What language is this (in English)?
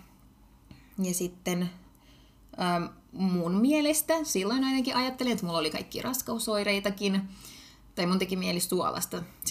Finnish